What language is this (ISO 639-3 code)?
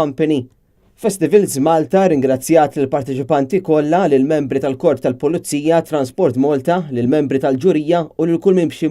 mlt